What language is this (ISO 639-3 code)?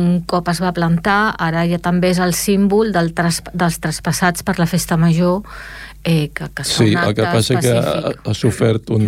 cat